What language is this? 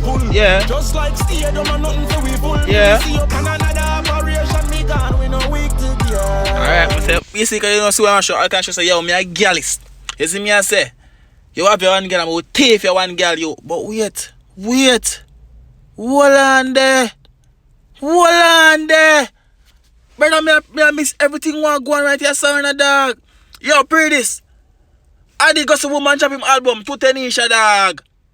Jamaican Creole English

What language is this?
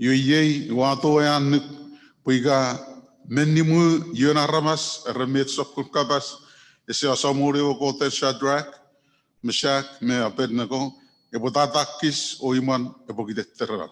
Chuukese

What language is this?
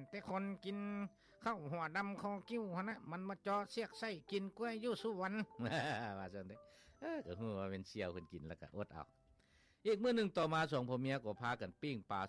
Lao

